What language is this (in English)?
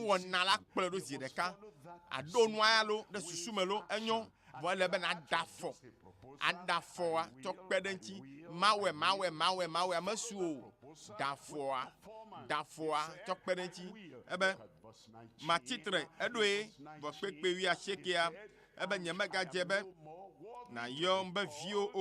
Ewe